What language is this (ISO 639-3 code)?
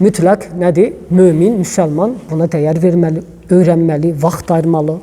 aze